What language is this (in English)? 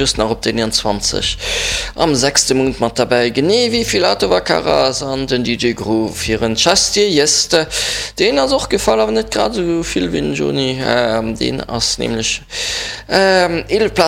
Luxembourgish